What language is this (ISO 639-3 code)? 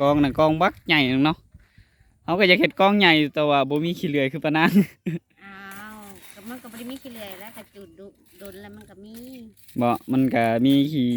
tts